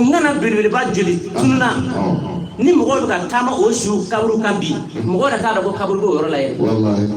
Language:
Bambara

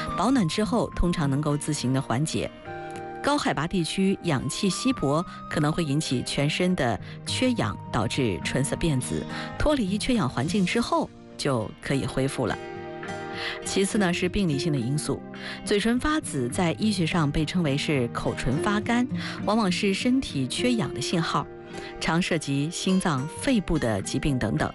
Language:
Chinese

